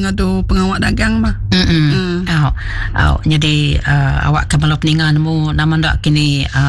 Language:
Iban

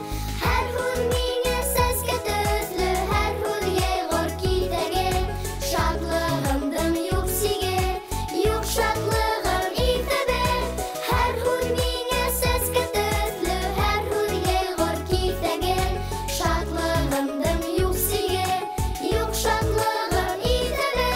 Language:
Bashkir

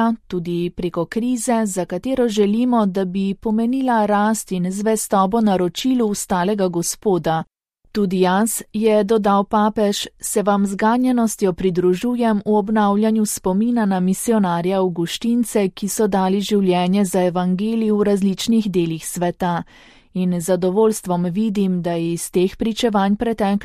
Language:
Slovenian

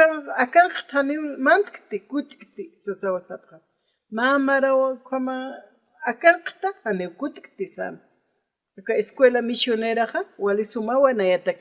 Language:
Aymara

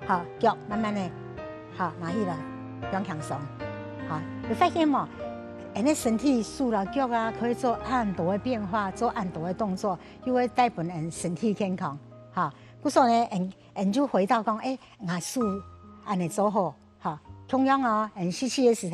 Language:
Hakka Chinese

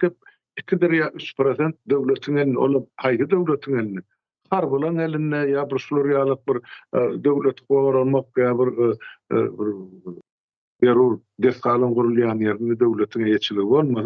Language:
Turkmen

